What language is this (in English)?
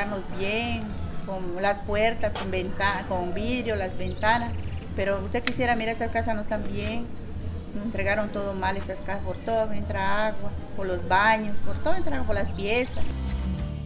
Spanish